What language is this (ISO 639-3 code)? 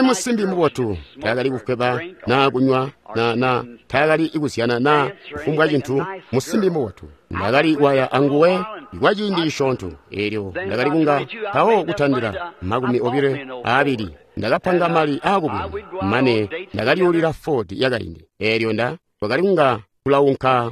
toi